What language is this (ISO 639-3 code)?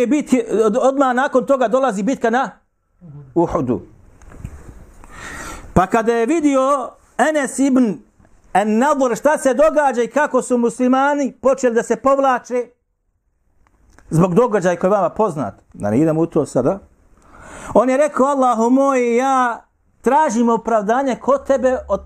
bos